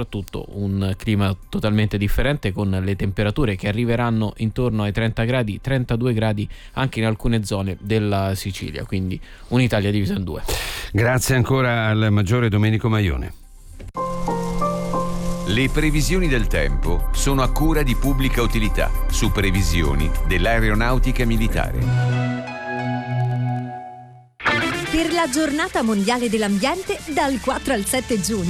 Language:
Italian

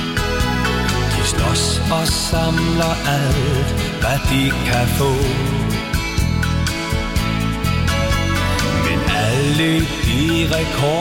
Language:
Danish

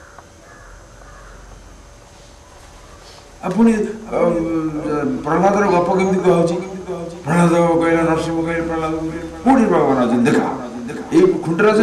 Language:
Odia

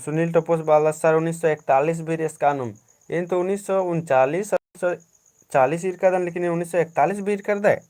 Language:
Kurukh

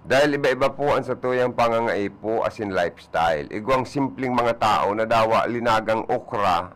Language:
Bikol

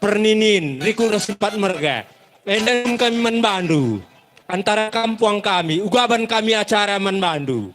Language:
Batak Karo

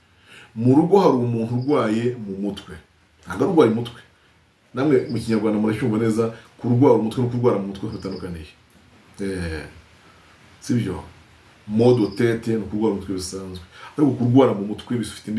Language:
Kinyarwanda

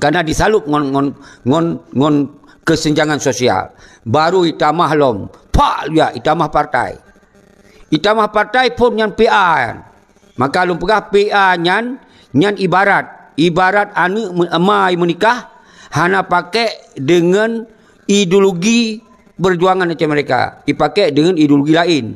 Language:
Achinese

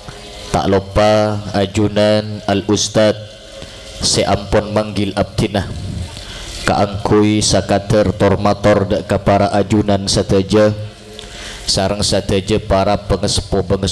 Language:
Madurese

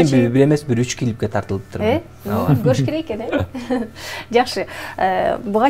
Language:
Kyrgyz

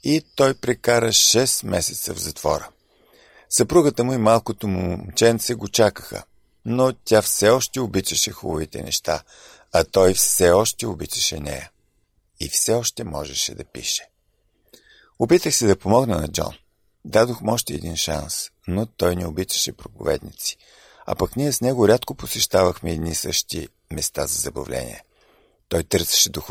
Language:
Bulgarian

